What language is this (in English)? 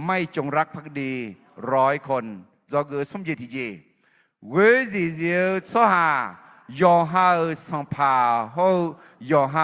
Akha